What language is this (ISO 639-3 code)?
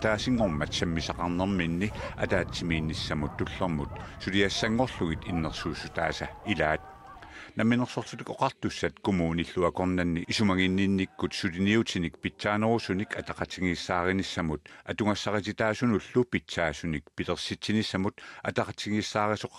kal